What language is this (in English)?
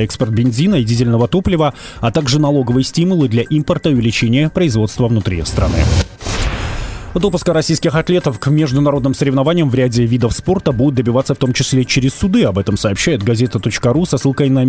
Russian